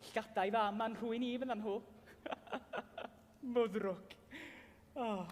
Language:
Welsh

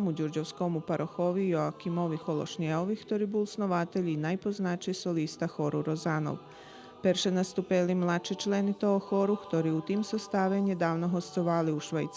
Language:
Rusyn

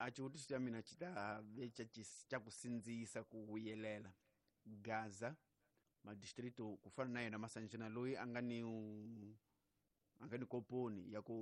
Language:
Tsonga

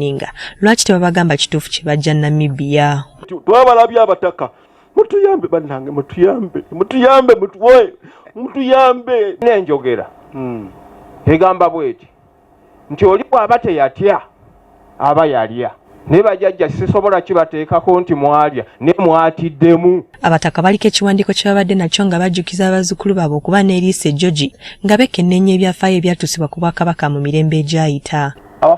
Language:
Ganda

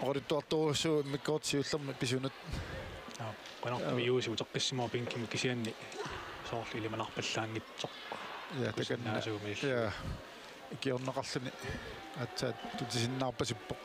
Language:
Kalaallisut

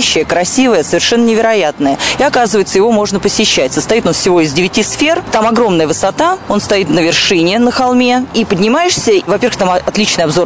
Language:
Russian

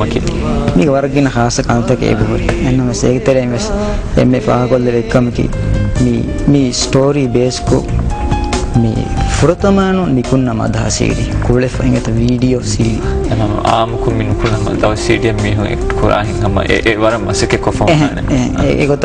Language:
Divehi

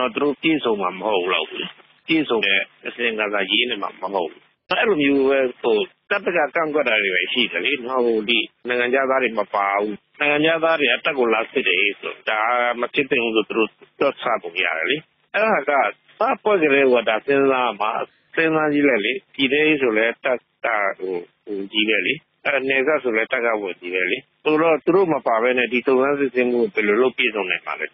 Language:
Burmese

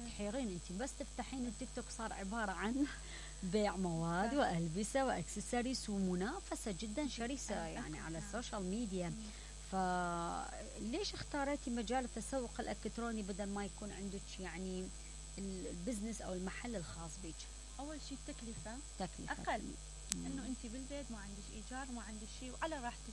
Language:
Mesopotamian Arabic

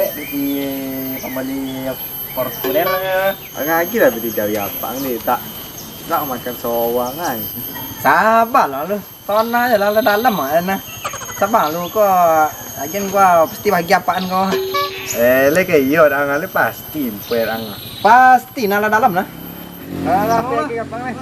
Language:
Minangkabau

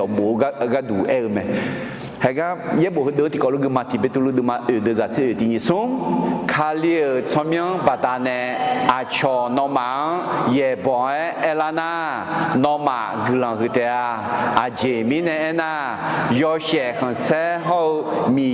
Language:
Akha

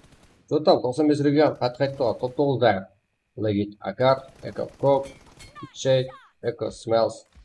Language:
Kara-Kalpak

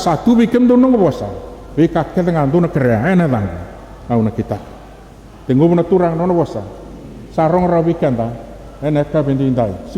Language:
Fijian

